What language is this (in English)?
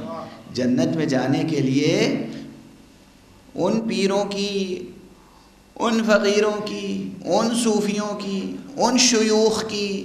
Urdu